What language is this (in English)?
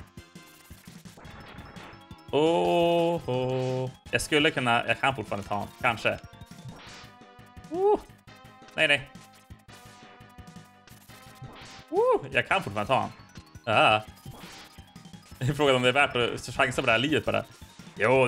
Swedish